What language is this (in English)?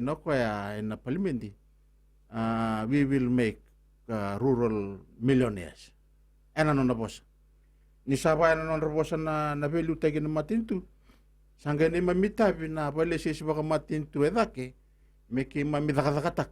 Fijian